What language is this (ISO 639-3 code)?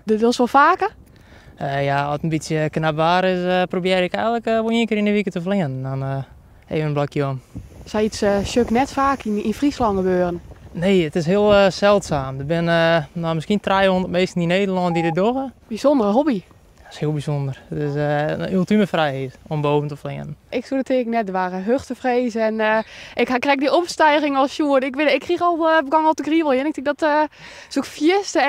fry